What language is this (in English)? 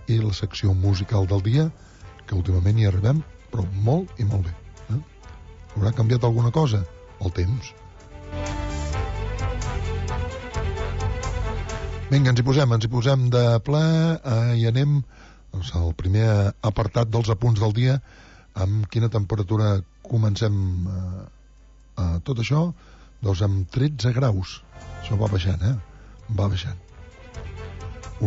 Catalan